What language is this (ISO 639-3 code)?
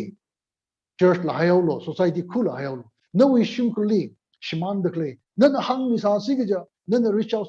nmf